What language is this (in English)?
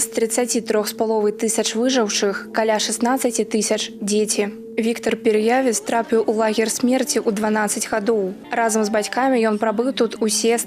Belarusian